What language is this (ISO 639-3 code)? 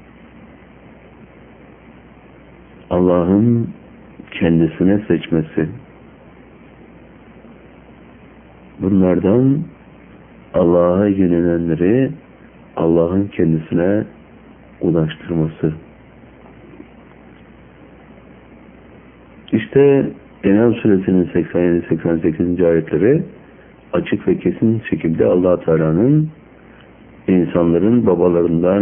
tur